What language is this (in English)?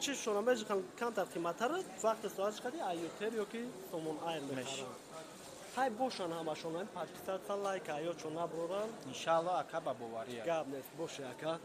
Tajik